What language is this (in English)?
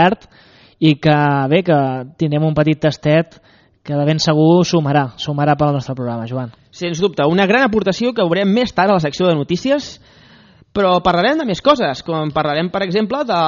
Catalan